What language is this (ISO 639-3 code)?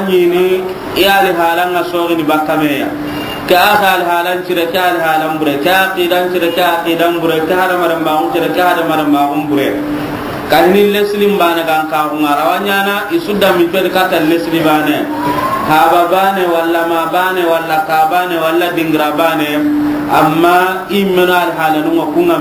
snk